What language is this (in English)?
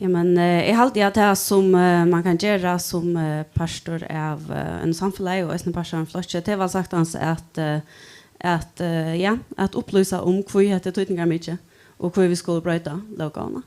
Faroese